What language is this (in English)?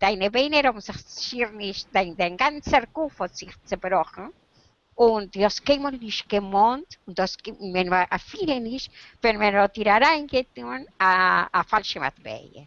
Yiddish